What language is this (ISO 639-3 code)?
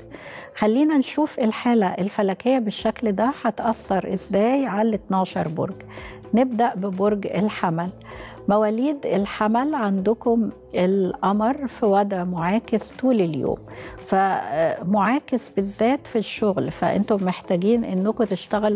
arz